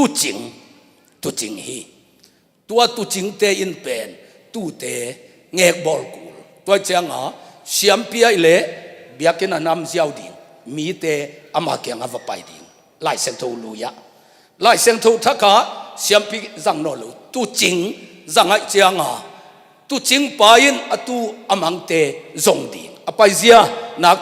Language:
Tedim Chin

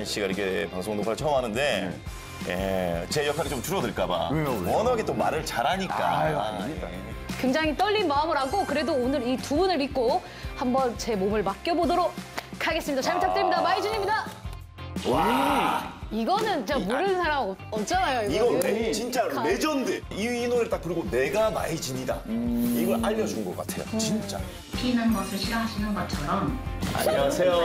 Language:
Korean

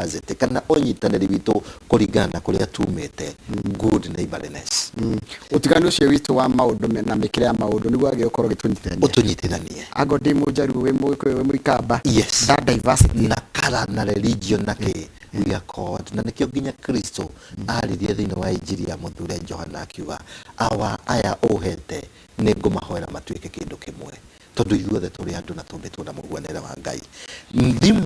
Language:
Kikuyu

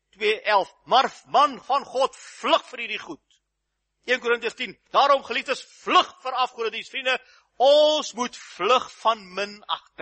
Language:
Afrikaans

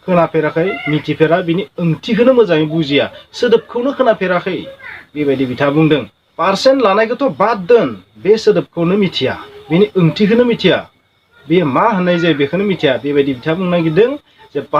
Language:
Bodo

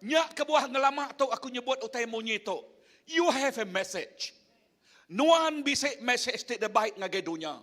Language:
Iban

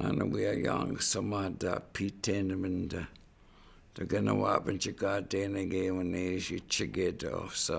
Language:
Chippewa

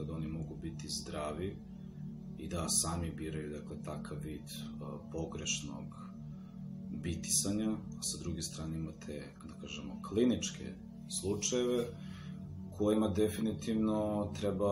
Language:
Serbian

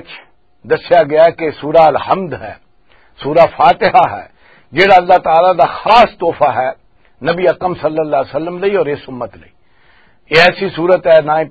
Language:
Western Panjabi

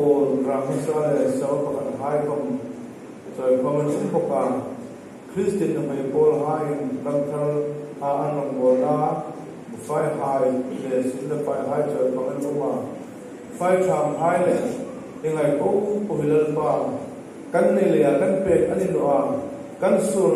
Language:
Hmar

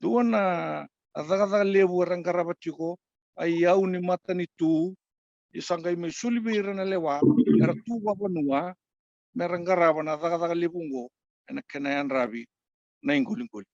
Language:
Fijian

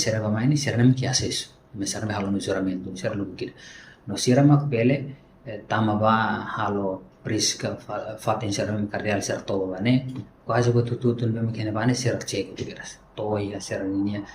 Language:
Tetum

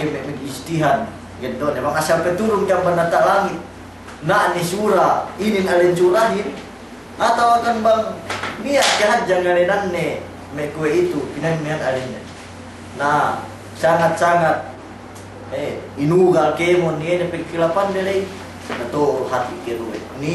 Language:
Yakan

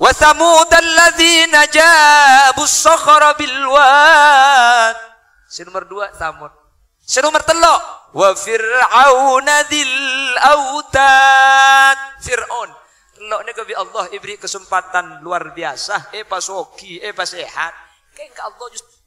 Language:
Madurese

